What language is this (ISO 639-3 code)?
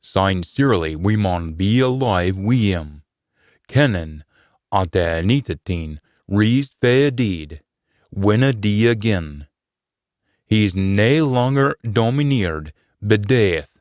sco